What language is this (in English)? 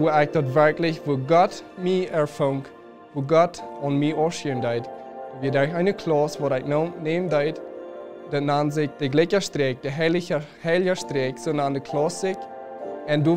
Plautdietsch